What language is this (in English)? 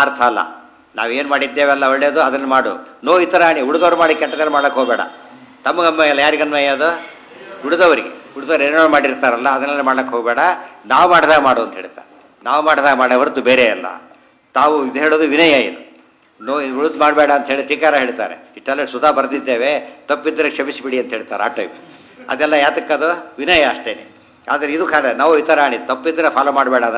Kannada